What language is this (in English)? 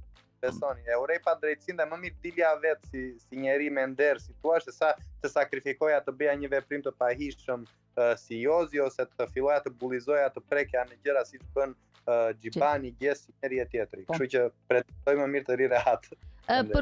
Albanian